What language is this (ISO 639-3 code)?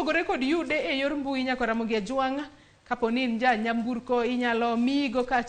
luo